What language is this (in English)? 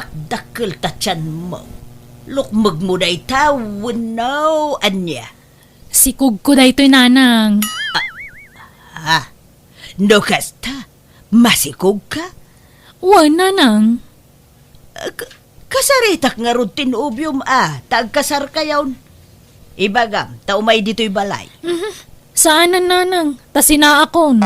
Iloko